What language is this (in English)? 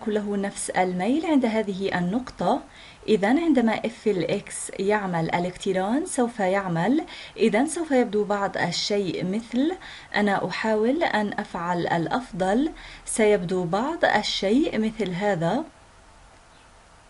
Arabic